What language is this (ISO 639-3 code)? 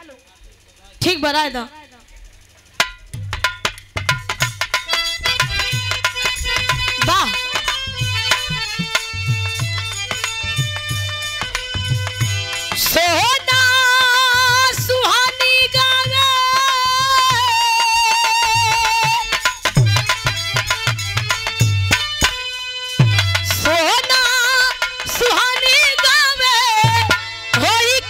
bho